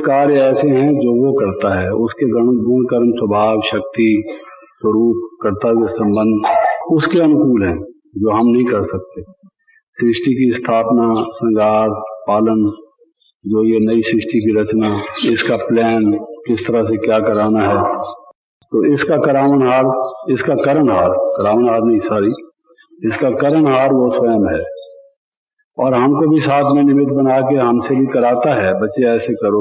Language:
Hindi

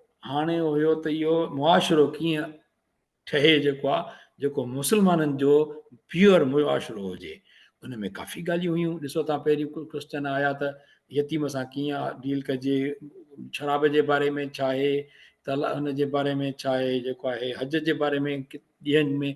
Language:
Sindhi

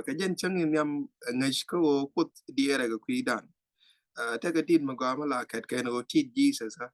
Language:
Nuer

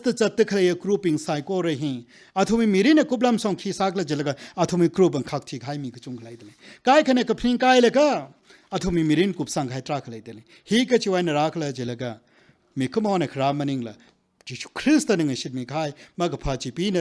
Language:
Tangkhul Naga (India)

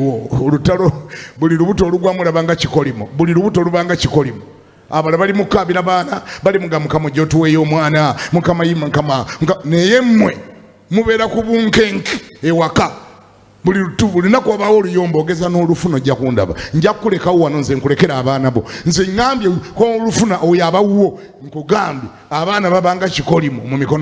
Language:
Ganda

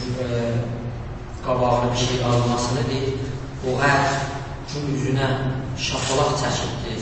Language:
South Azerbaijani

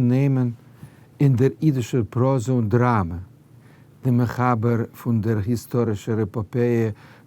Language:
Yiddish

